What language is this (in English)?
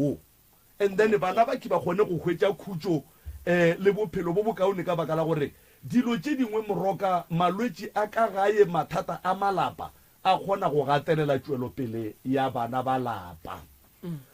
Northern Sotho